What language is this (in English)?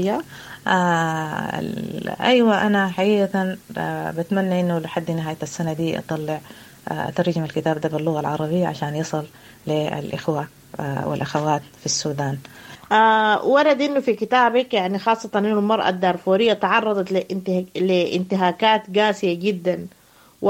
Sudanese Arabic